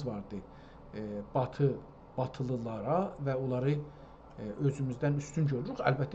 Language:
South Azerbaijani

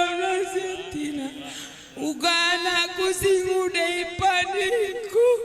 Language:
Batak Karo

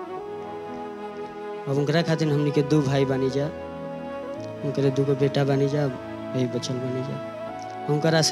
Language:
Bhojpuri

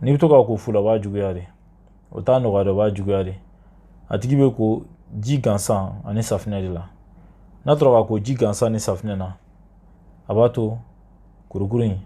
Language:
Bambara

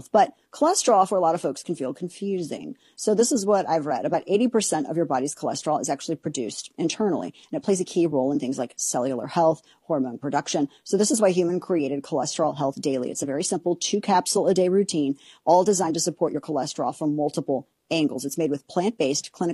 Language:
English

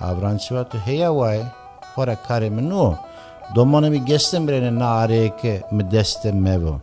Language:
Zaza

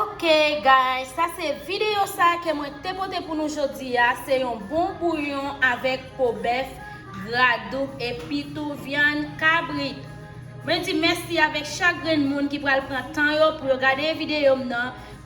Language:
Haitian Creole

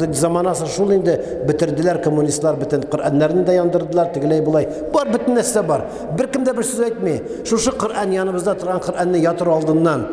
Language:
Tatar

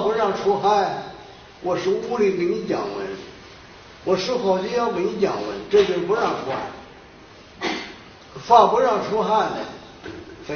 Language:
Chinese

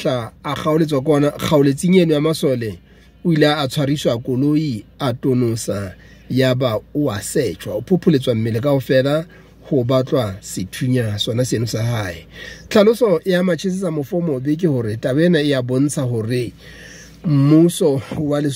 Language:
Southern Sotho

